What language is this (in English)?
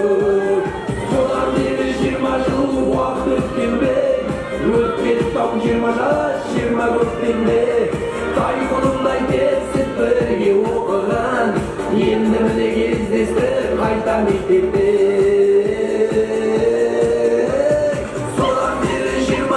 Kara-Kalpak